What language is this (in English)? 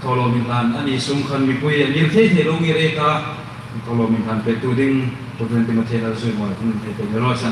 Hmar